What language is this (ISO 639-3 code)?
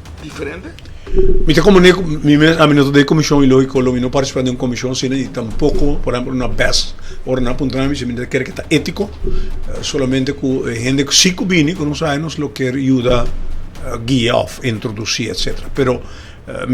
pap